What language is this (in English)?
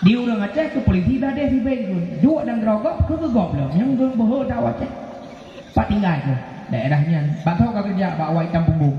Achinese